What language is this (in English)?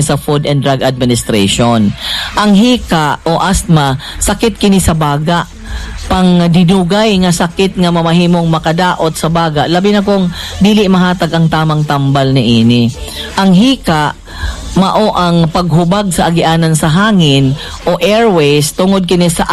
Cebuano